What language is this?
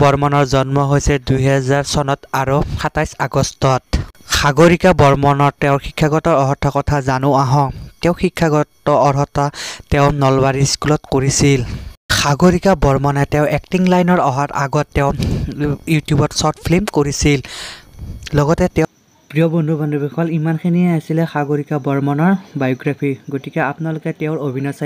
Assamese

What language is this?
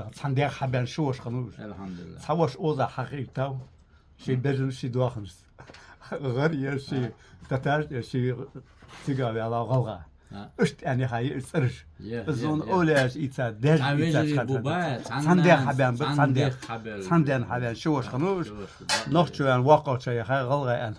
Chechen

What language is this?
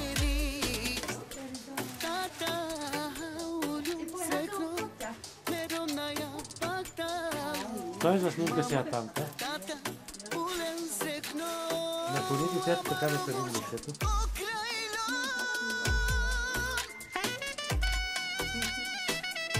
Bulgarian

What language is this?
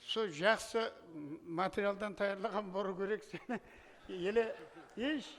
Kara-Kalpak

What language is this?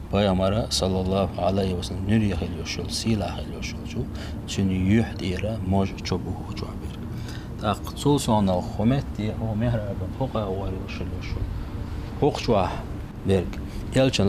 Chechen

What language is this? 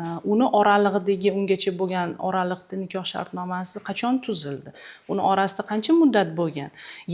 Uzbek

